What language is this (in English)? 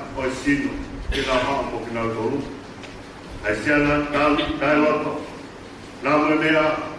Tongan